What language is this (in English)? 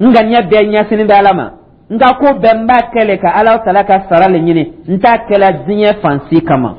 Dyula